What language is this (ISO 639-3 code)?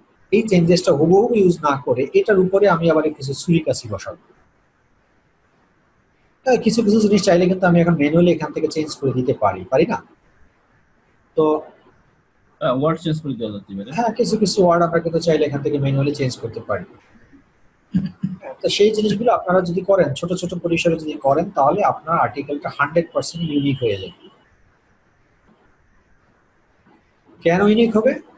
ben